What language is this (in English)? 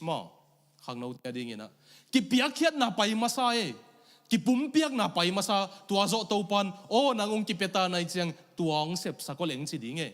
Tedim Chin